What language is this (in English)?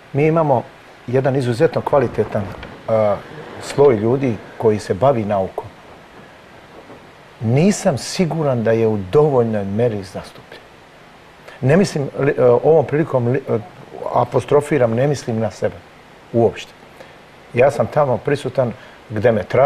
Serbian